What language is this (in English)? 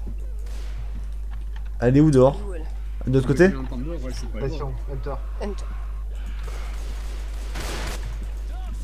French